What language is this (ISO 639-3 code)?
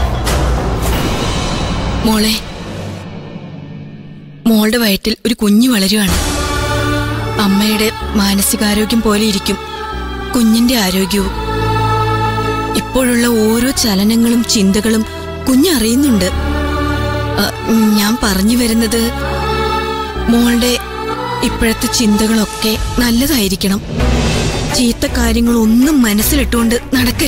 mal